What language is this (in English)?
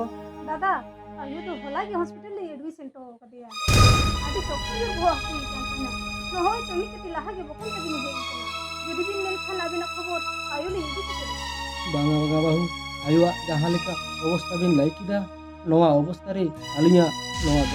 Santali